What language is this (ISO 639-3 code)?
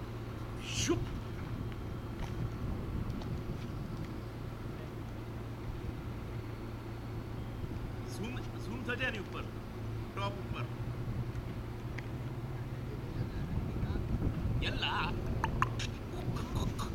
guj